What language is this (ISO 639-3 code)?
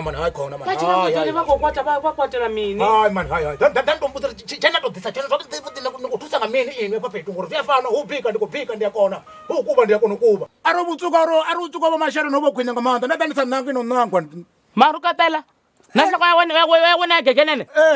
ven